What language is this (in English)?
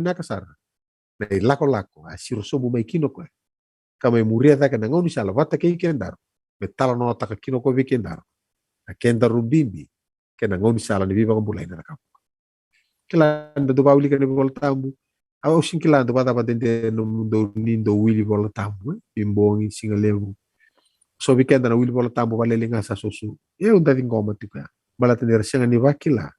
Fijian